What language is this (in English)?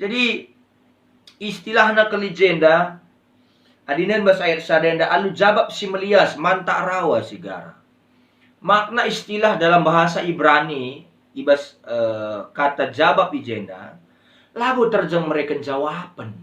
Batak Karo